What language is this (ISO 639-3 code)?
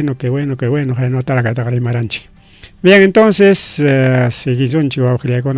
quy